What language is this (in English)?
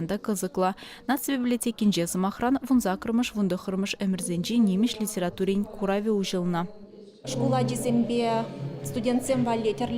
Chuvash